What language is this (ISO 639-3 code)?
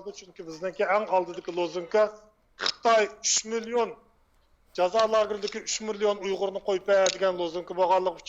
uig